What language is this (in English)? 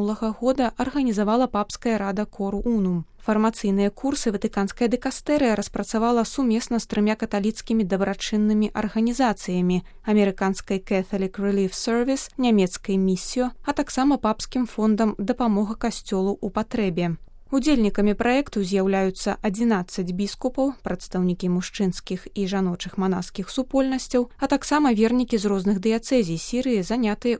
Belarusian